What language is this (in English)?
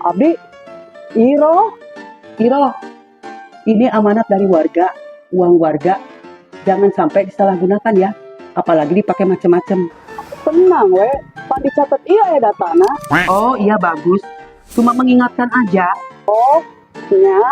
Sundanese